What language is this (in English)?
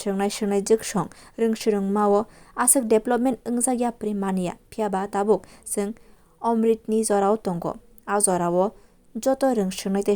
Kok Borok